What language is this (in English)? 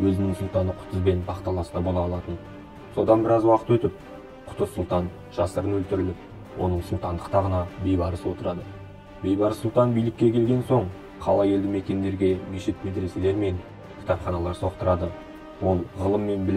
Kazakh